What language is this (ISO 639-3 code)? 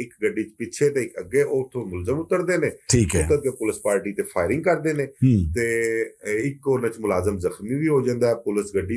lah